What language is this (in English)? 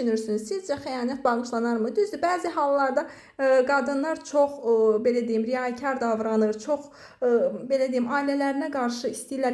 Azerbaijani